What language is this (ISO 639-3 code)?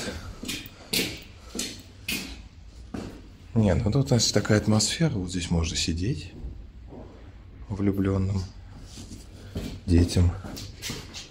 rus